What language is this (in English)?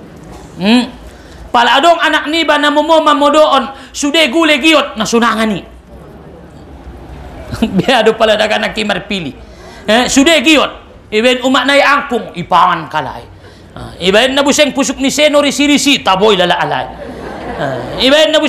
Batak Mandailing